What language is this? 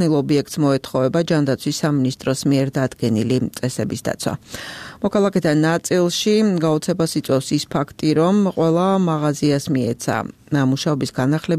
Georgian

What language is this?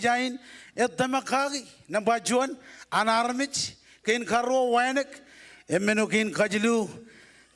Marshallese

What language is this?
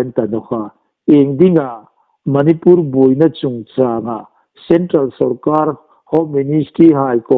Hmar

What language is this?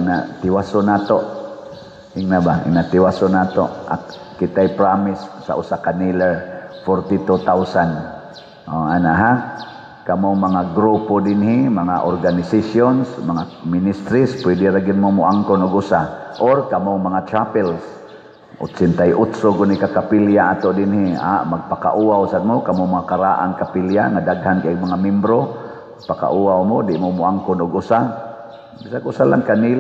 Cebuano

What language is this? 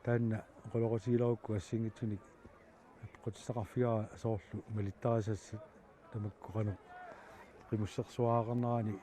Kalaallisut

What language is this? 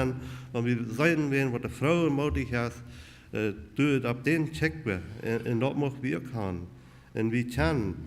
Plautdietsch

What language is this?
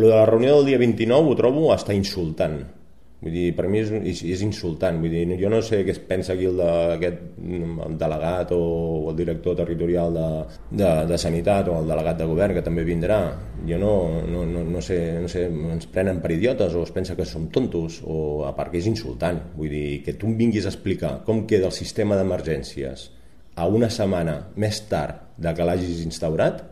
Catalan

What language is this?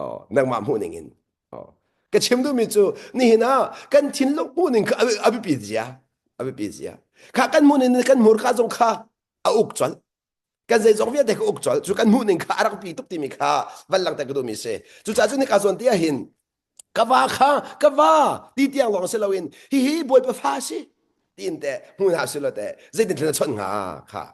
Hakha Chin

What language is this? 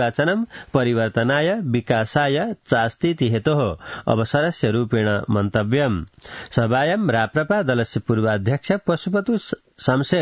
Sanskrit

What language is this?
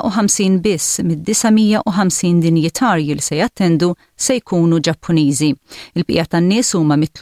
Maltese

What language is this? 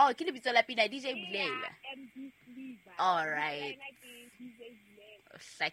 Southern Sotho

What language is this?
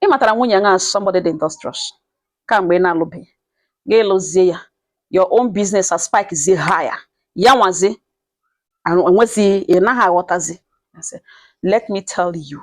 Igbo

